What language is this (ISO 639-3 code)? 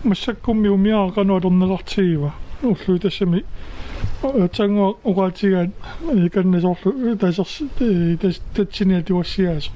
kal